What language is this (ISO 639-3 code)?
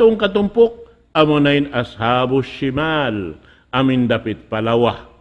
tsg